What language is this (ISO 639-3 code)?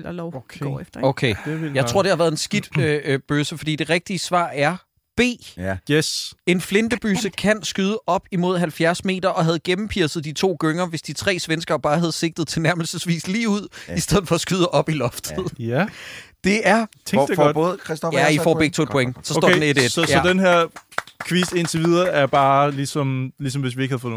dan